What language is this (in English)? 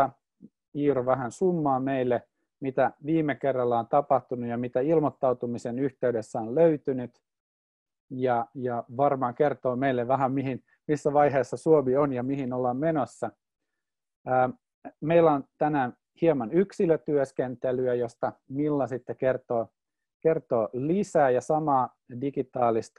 Finnish